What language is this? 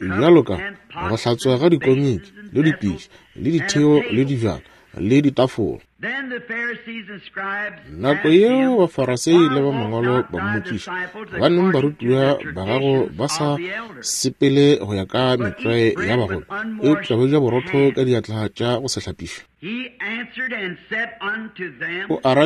Northern Sotho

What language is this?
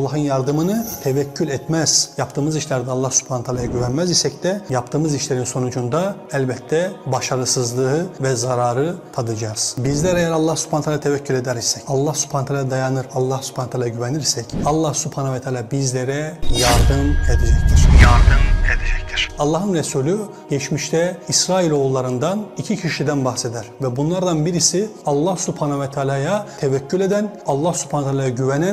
Turkish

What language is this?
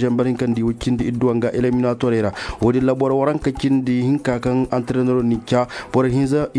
Zarma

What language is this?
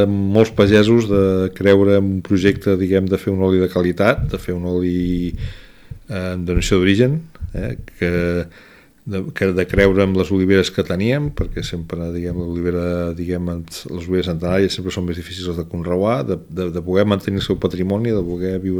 Catalan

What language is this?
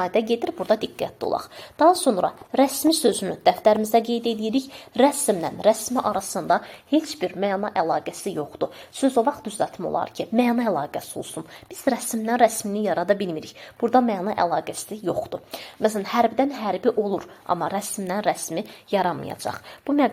Azerbaijani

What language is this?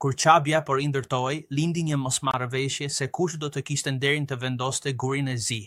Albanian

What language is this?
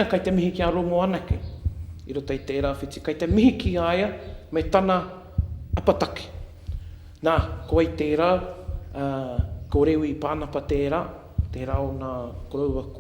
Māori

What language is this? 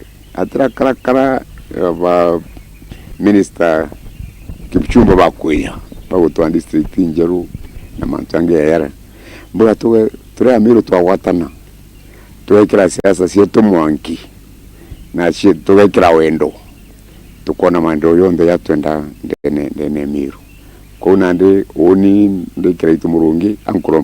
Meru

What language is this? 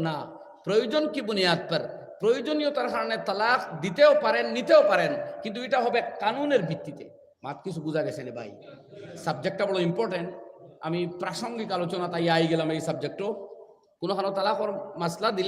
Sylheti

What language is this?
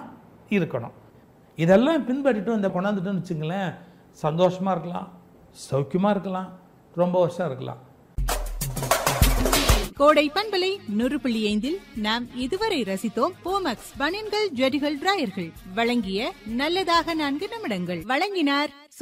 Tamil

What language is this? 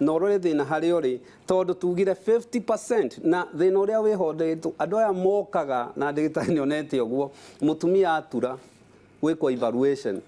Kikuyu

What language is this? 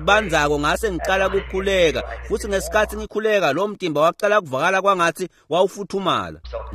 Swati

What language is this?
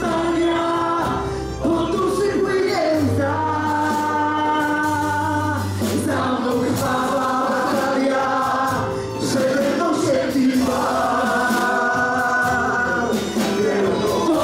Polish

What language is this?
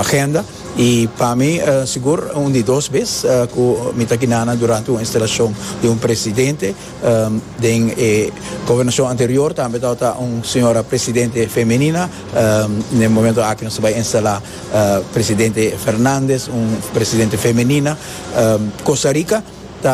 Papiamento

